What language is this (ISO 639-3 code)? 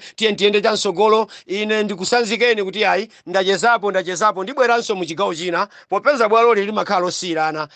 nya